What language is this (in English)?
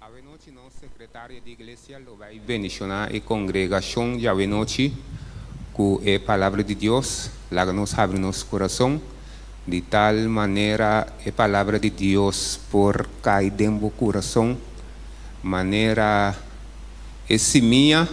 Papiamento